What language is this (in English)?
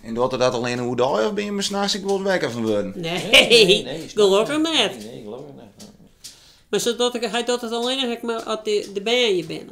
Western Frisian